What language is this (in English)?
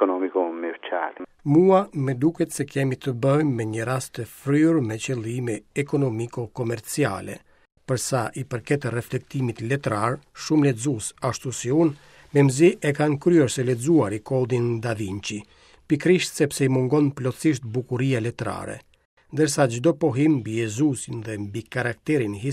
Albanian